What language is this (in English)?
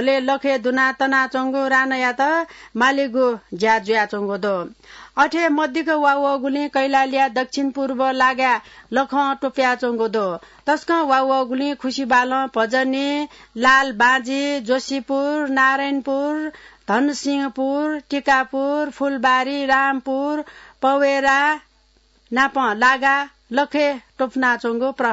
Newari